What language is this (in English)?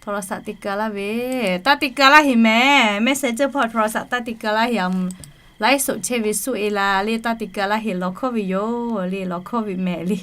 Lahu